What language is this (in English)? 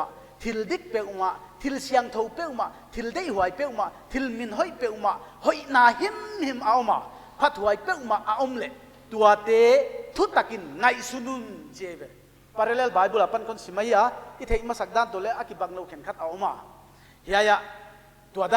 Paite Chin